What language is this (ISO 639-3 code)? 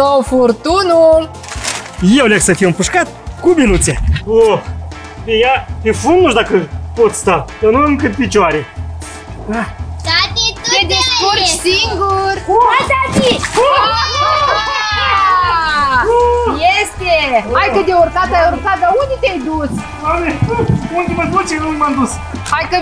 ron